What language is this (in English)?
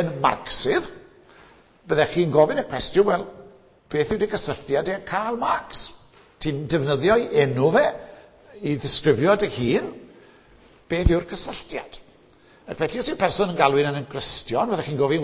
Welsh